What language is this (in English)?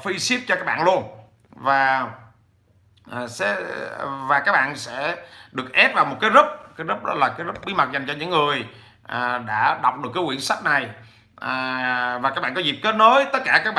Vietnamese